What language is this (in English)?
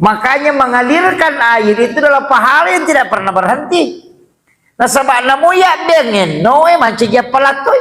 Buginese